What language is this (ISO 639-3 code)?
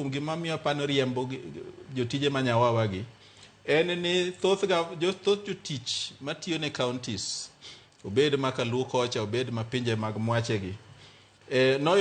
luo